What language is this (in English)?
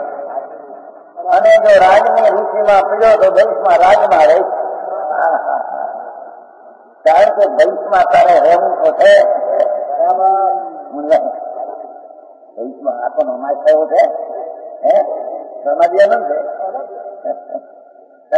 Gujarati